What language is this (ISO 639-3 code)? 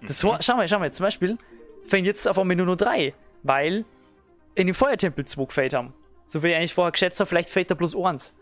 bar